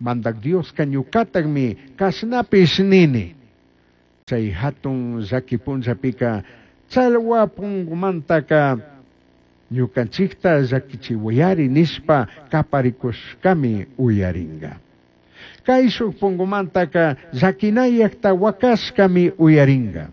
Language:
Chimborazo Highland Quichua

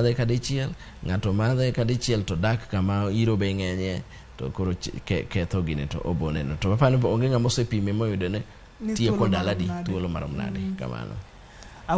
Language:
Luo (Kenya and Tanzania)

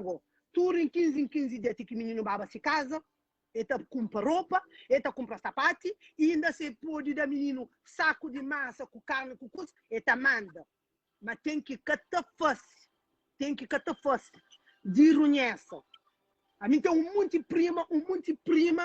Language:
Kabuverdianu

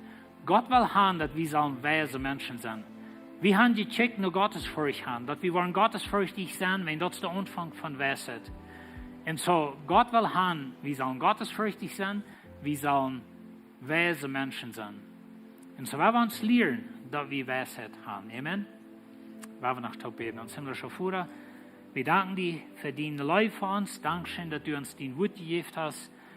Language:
Plautdietsch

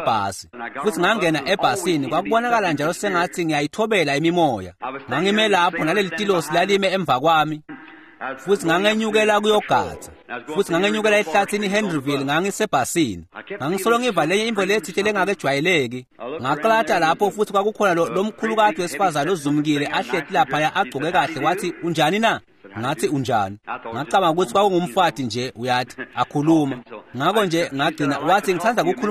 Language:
Swati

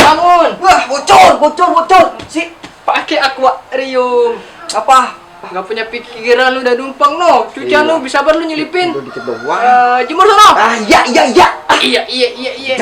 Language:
Betawi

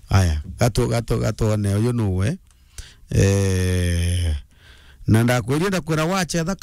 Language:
Meru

